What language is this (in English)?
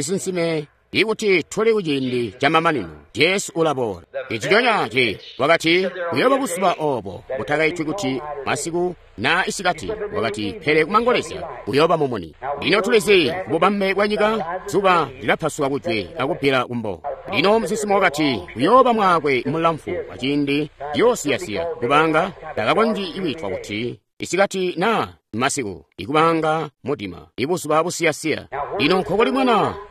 Tonga (Zambia)